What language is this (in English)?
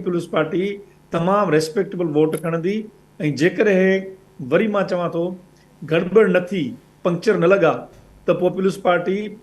Sindhi